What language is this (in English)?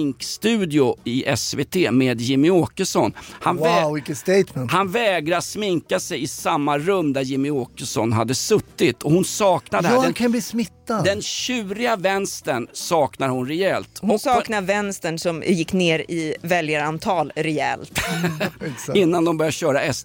Swedish